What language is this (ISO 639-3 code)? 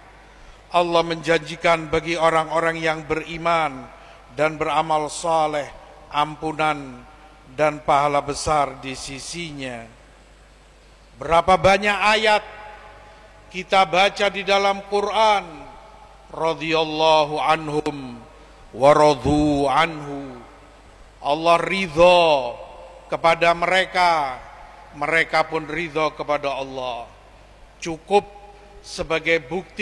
ind